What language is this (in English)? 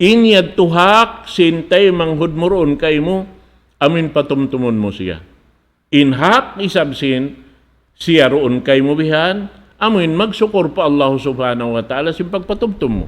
Tausug